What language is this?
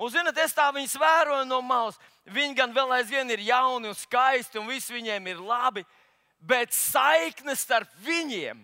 Latvian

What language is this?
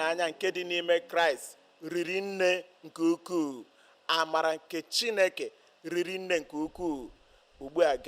Igbo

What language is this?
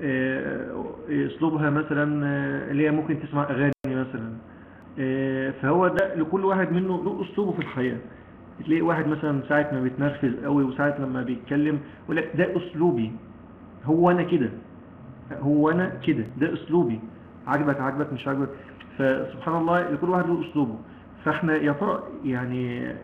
Egyptian Arabic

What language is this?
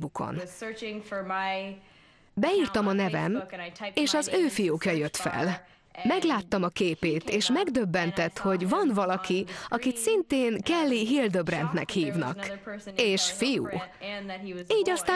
Hungarian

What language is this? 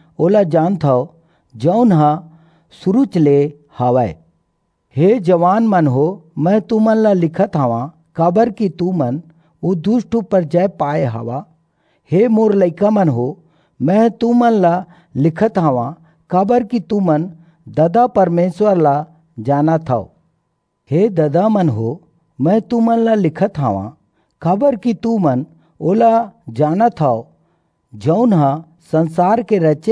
Chhattisgarhi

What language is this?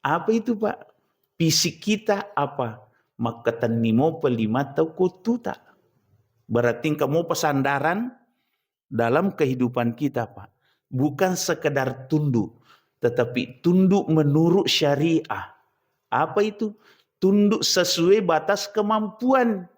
Buginese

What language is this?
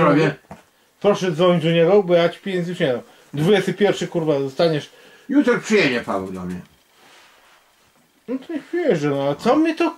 Polish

